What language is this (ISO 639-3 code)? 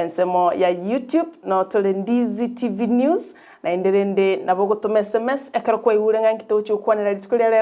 guz